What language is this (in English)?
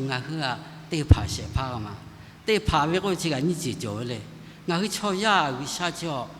Lahu